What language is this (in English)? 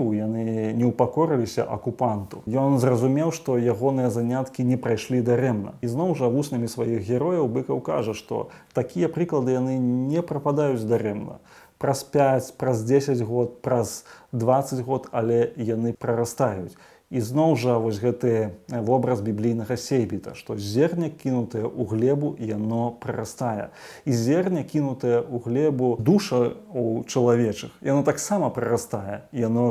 Belarusian